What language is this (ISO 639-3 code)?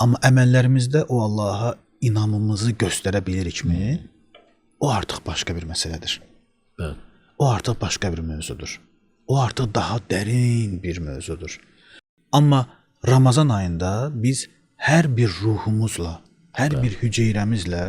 aze